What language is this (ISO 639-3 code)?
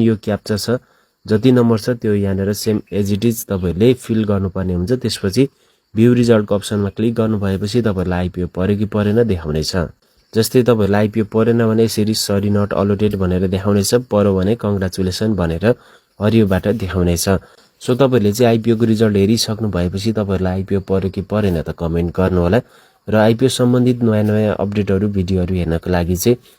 nep